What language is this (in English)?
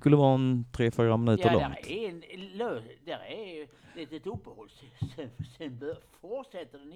Swedish